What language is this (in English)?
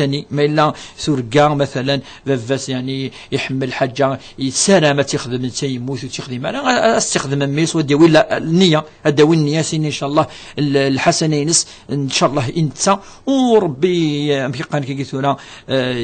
Kabyle